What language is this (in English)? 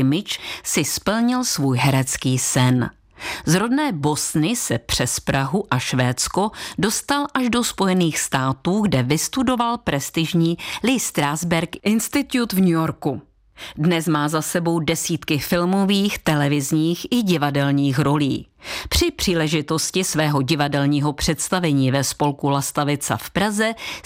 Czech